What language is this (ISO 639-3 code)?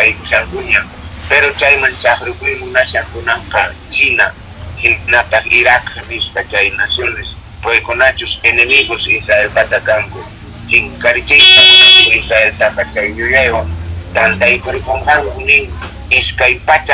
que